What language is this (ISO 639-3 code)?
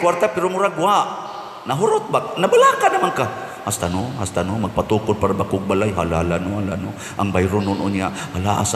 ceb